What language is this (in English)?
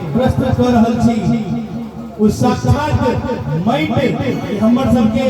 Maithili